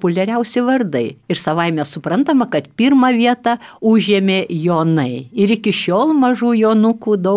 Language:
Lithuanian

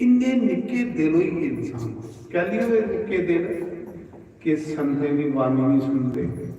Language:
Dogri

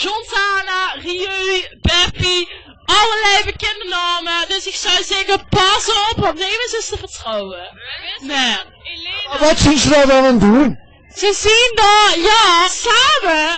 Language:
Limburgish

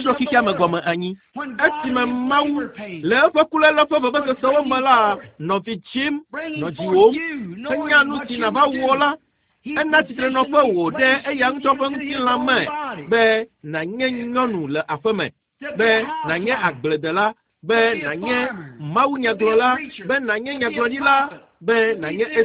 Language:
Ewe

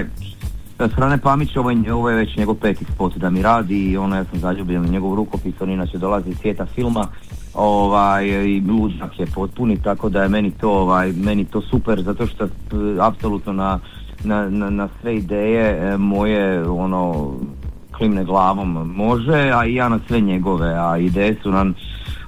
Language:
Croatian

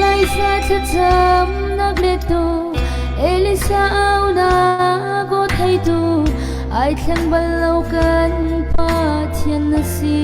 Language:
Hakha Chin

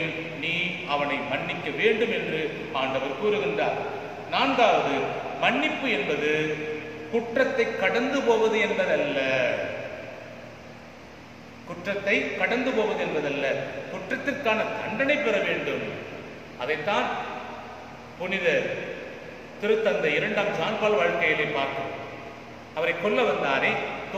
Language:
Tamil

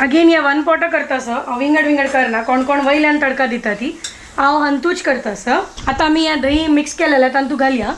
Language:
Konkani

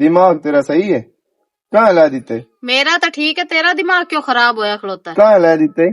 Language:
Western Panjabi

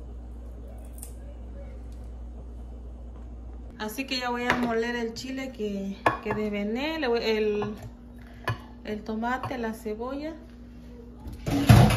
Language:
Spanish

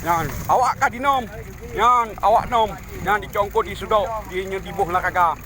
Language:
Achinese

